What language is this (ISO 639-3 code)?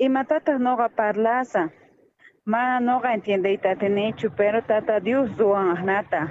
quh